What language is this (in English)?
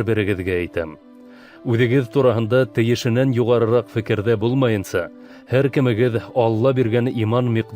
Bashkir